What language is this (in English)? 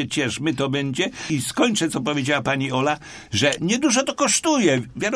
Polish